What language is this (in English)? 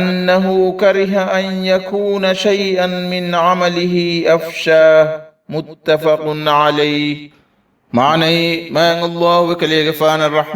Divehi